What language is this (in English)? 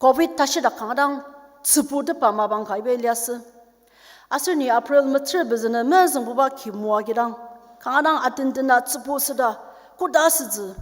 Ao Naga